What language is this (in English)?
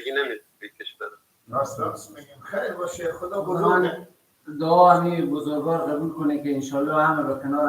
Persian